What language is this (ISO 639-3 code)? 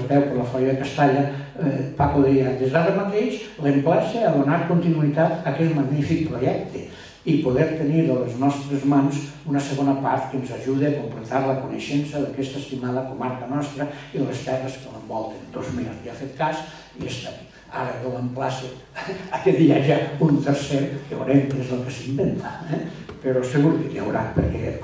cat